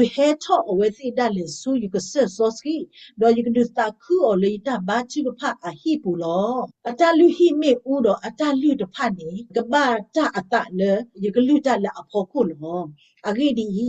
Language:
S'gaw Karen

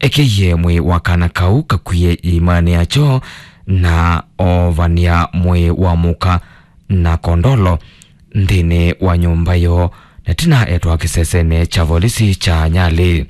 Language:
Kamba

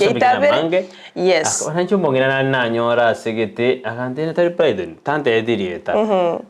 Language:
Gusii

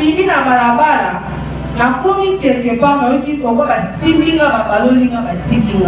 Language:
Lingala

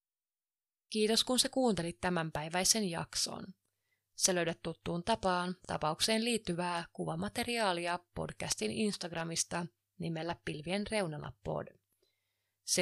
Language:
Finnish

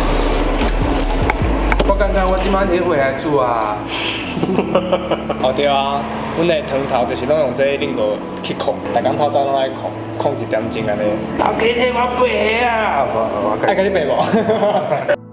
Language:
Min Nan Chinese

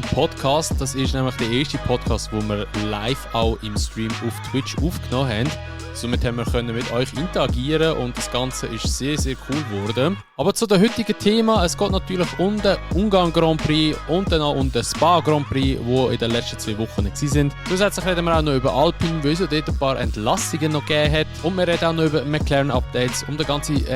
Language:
Swiss German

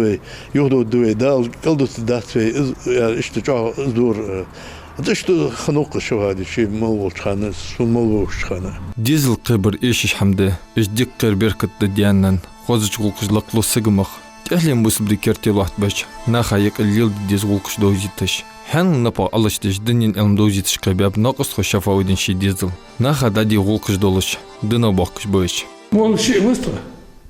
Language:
Ingush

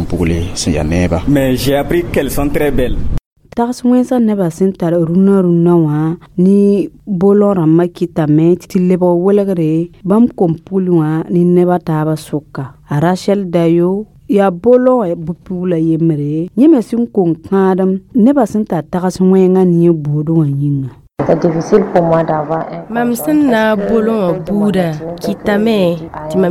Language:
Mossi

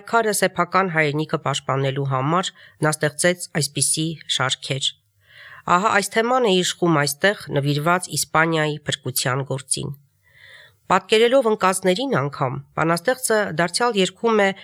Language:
Armenian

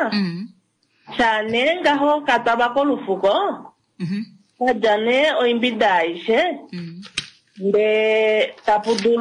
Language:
Kuanyama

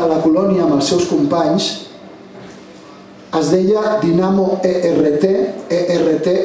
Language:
Catalan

